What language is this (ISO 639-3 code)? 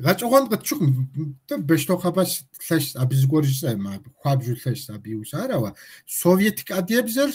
kbd